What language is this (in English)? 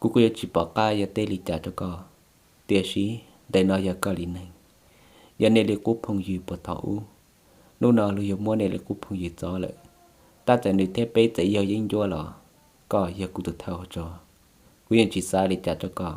Hmong